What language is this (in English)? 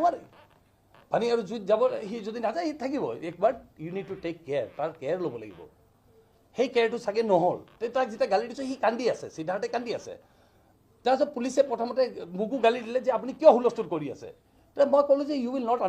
Assamese